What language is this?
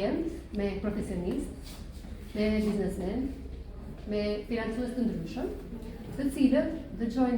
Albanian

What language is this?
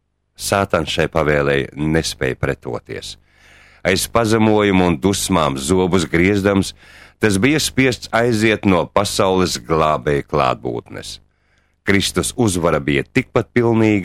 Latvian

